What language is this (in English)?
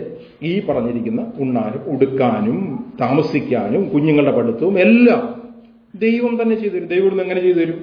Malayalam